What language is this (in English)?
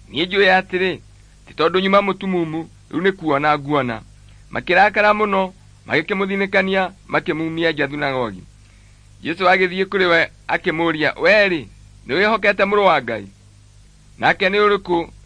Kikuyu